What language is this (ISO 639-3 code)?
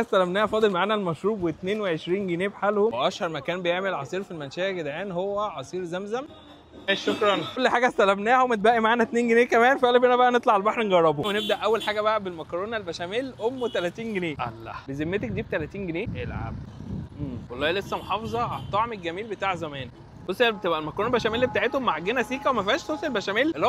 arz